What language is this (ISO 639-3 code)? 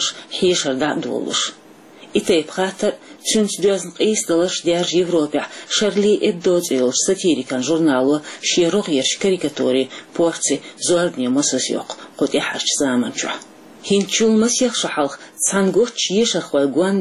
che